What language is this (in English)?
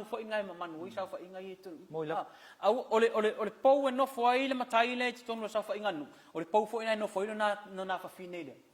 Samoan